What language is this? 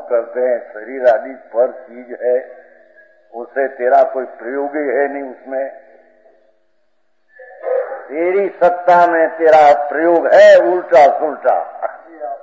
Hindi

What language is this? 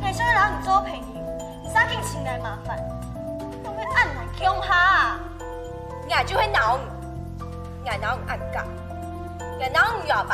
Hakka Chinese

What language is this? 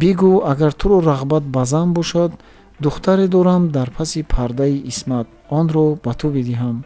Tajik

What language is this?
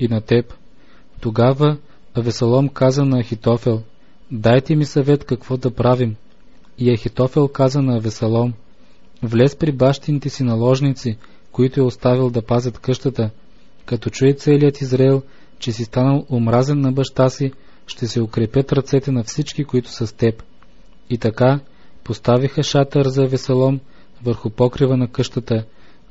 Bulgarian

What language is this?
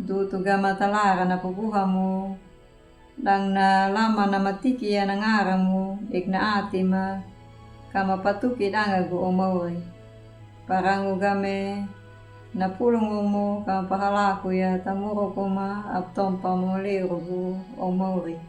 Anakalangu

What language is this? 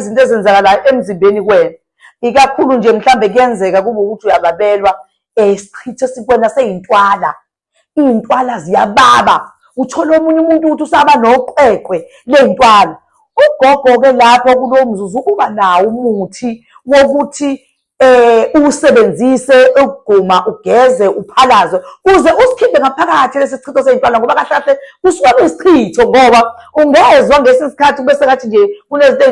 Zulu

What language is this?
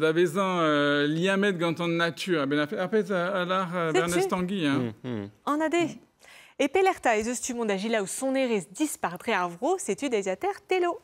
Breton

